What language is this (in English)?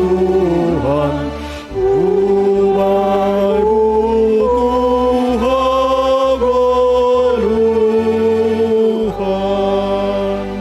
Batak Simalungun